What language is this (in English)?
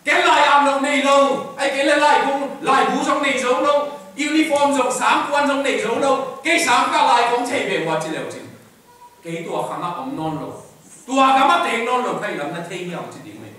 Tedim Chin